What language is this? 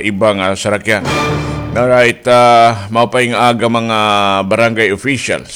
Waray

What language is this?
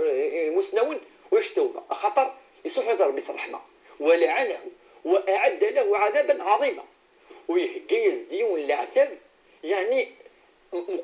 Kabyle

